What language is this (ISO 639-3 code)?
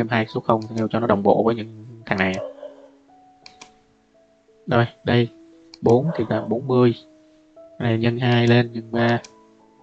vie